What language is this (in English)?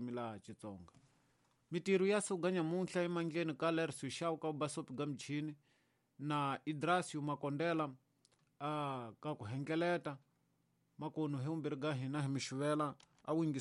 Tsonga